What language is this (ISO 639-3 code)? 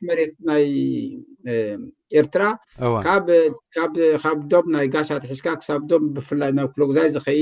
tir